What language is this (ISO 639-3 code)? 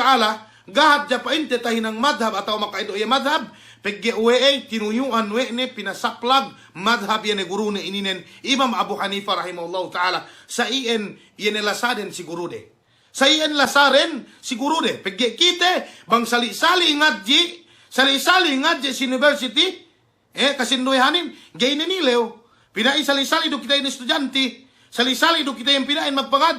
yka